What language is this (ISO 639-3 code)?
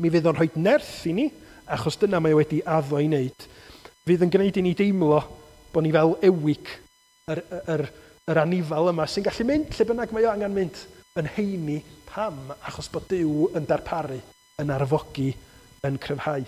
cym